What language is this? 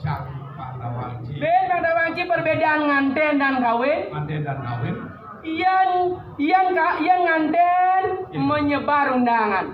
Balinese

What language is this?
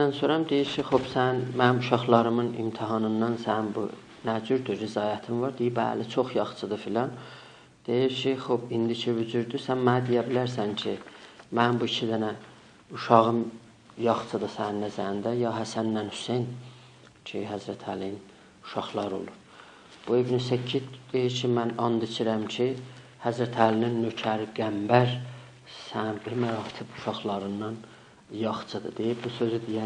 South Azerbaijani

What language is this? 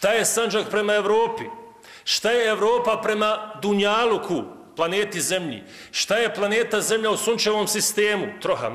Bosnian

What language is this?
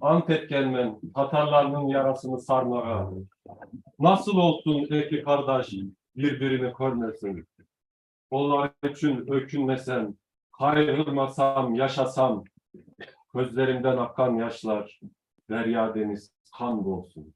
Crimean Tatar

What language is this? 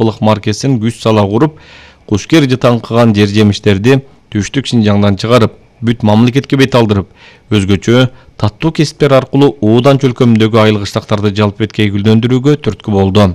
Kyrgyz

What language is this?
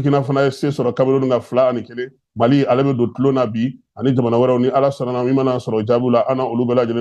Bambara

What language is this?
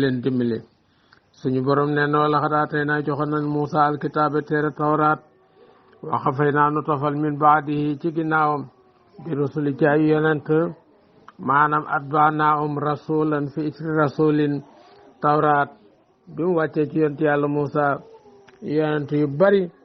Wolof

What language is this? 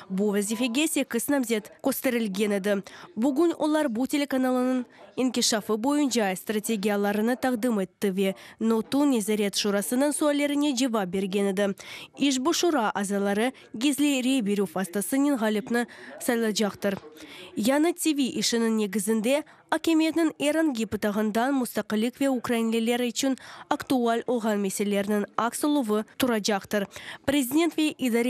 Crimean Tatar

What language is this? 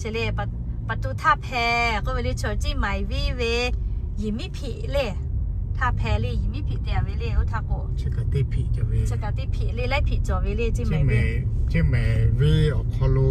Lahu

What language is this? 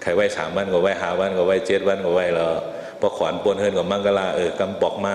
Shan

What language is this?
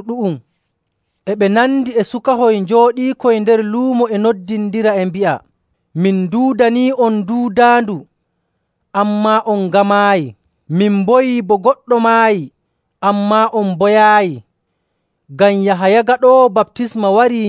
Nigerian Fulfulde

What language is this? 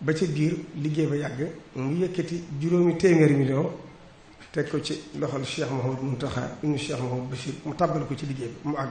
Wolof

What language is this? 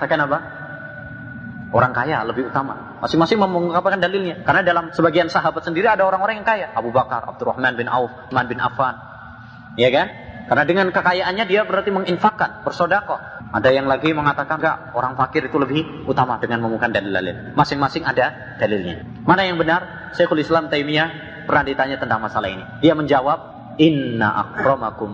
Indonesian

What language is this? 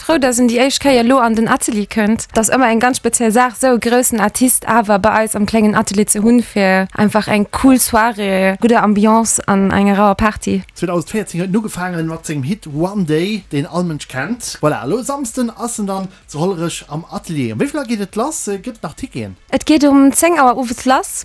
Luxembourgish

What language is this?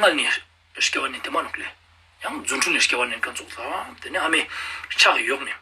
Ladakhi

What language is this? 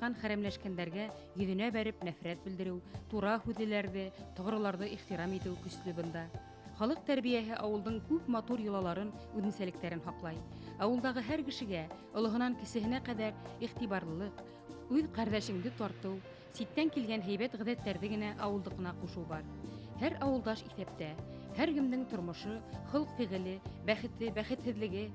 Bashkir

